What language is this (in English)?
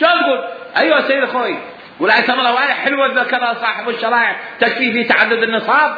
Mesopotamian Arabic